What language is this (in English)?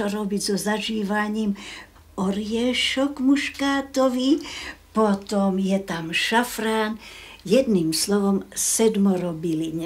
Slovak